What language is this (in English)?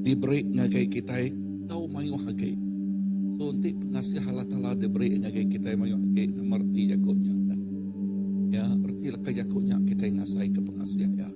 Iban